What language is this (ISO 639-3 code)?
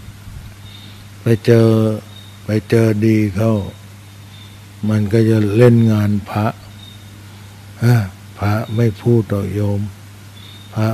tha